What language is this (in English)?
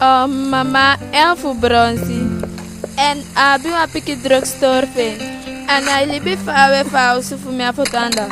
Eastern Maroon Creole